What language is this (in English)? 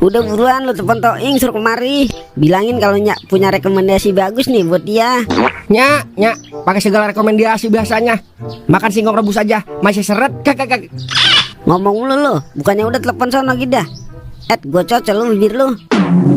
Betawi